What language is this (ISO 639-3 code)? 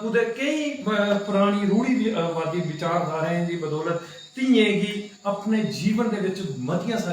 doi